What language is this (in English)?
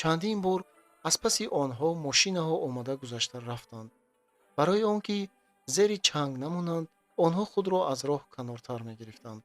Tajik